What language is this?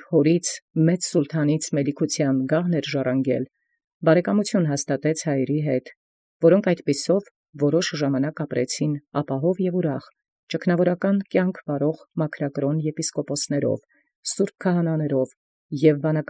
Armenian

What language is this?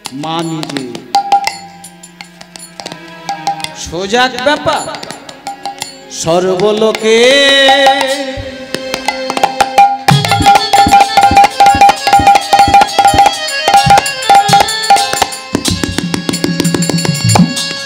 Bangla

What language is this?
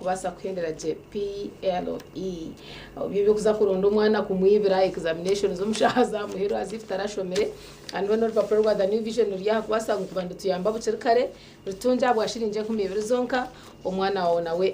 Nyankole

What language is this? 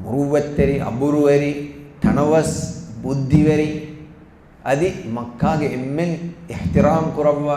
Divehi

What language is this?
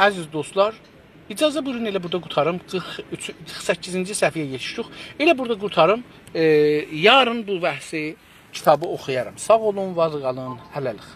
South Azerbaijani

